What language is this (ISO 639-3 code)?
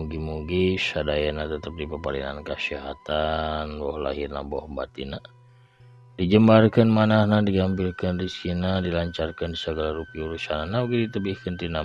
sun